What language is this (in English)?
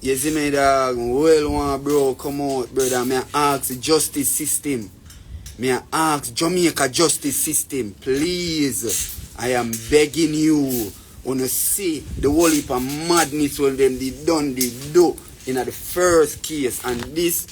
Jamaican Creole English